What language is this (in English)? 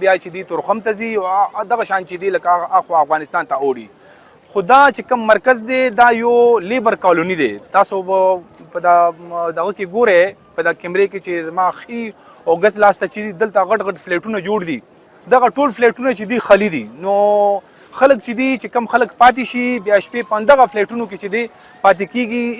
Pashto